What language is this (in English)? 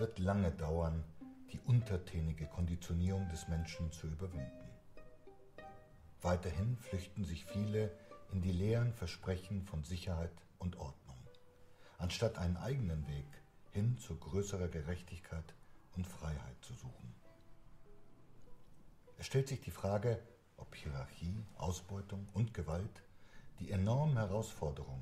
German